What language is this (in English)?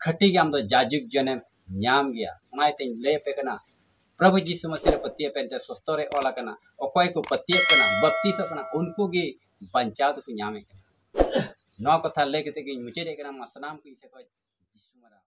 Santali